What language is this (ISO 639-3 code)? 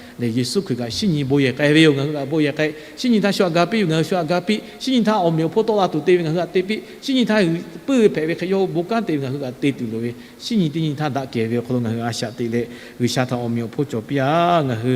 lhu